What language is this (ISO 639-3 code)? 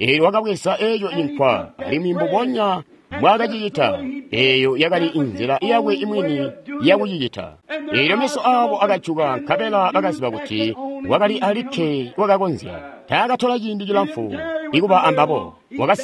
toi